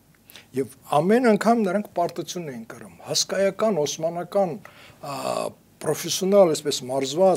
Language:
Armenian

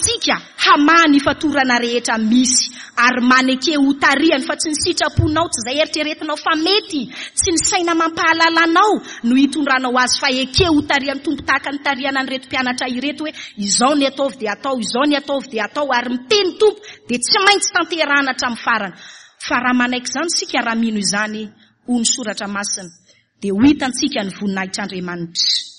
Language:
Malagasy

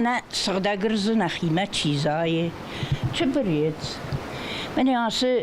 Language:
Ossetic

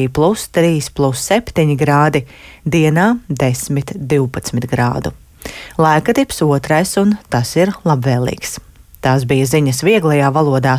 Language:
Latvian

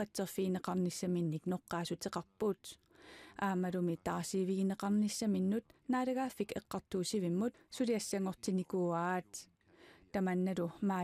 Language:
Kalaallisut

